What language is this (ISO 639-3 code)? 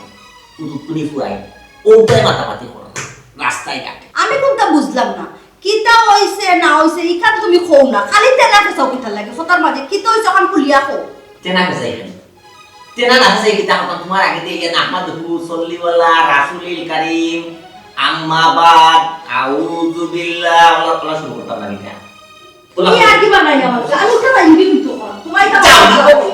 syl